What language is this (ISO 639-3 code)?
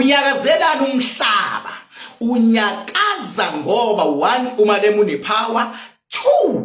zul